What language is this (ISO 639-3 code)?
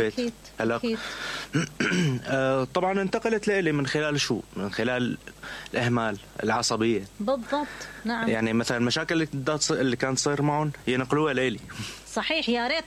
acm